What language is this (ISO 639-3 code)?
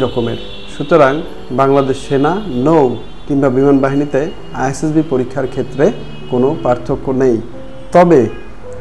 ben